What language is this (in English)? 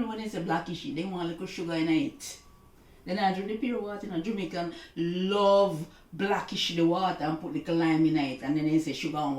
Jamaican Creole English